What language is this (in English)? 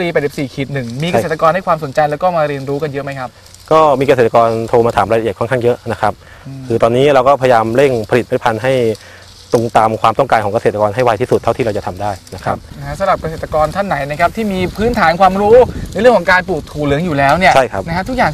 Thai